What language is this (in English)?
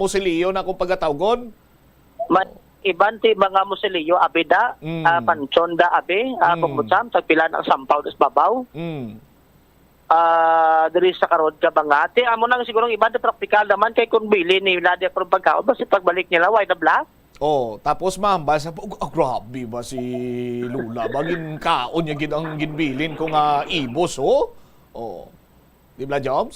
Hiligaynon